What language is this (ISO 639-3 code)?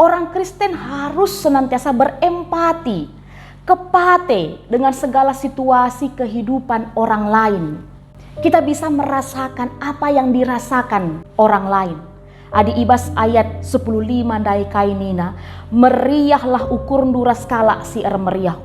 btx